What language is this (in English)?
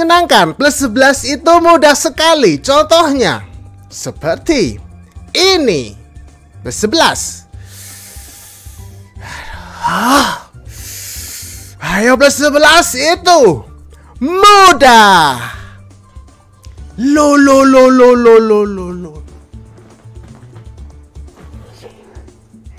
Indonesian